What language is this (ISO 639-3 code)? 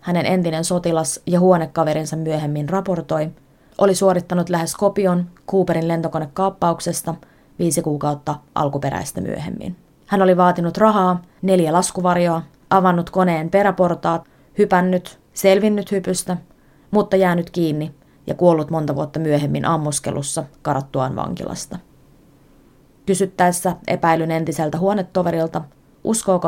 fin